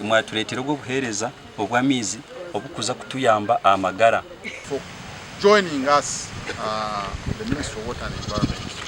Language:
Nyankole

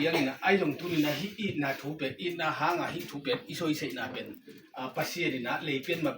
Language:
Tedim Chin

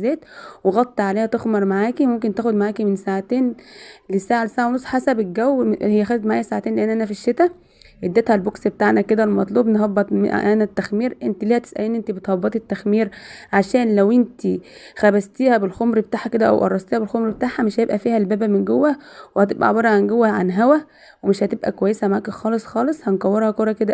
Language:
Egyptian Arabic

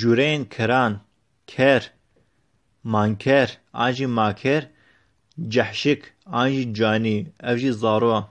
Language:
Kurdish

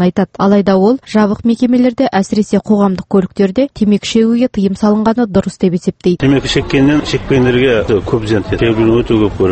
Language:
Kazakh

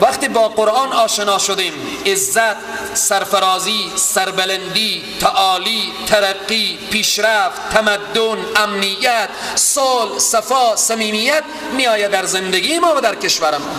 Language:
Persian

